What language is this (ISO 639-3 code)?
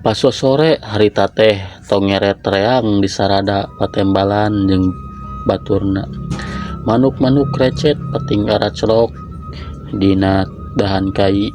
sun